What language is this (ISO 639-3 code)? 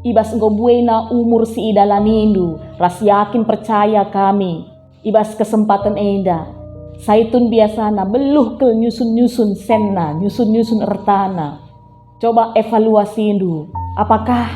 btx